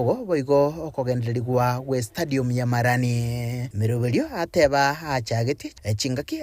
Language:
Gusii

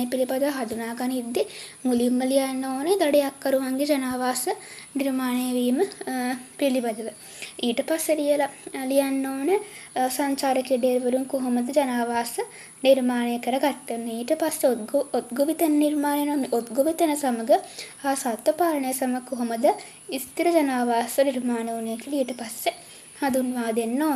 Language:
Sinhala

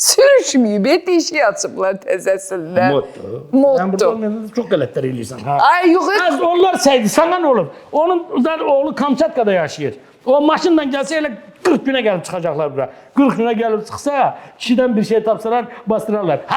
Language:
Azerbaijani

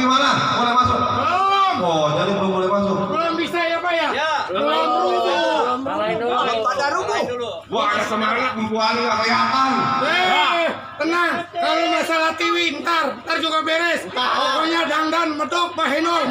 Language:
Betawi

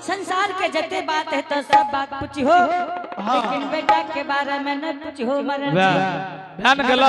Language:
Angika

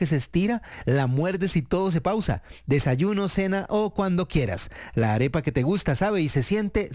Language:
Spanish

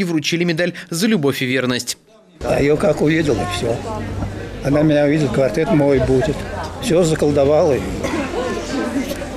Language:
Russian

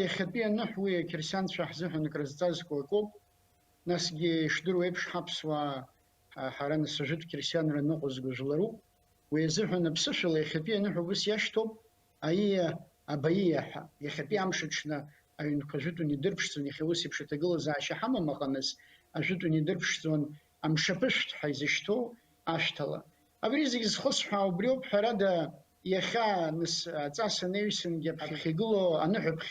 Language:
Abkhazian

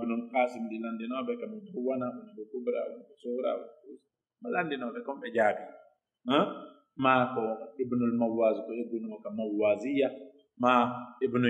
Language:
Pular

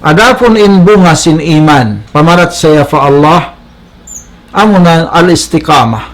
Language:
Tausug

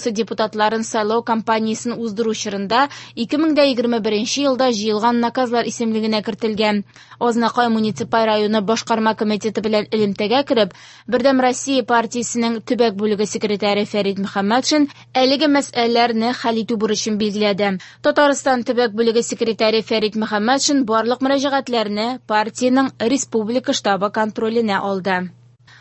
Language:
Tatar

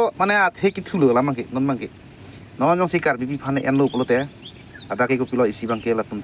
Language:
Karbi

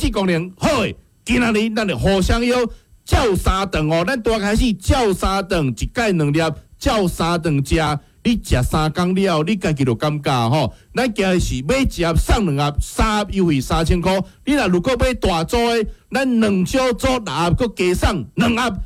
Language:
Min Nan Chinese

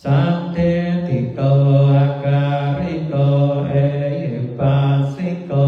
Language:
Pali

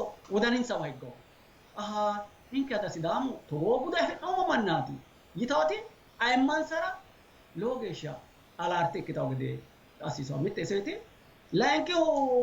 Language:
Sidamo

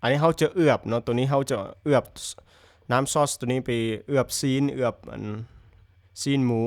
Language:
Lao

